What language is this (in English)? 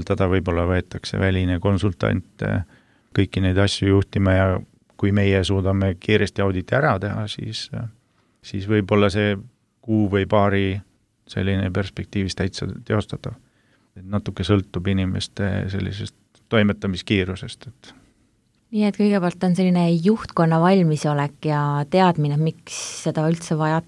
Estonian